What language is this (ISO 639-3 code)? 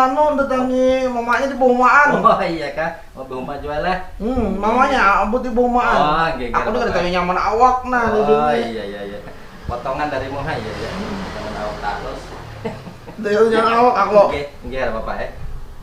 bjn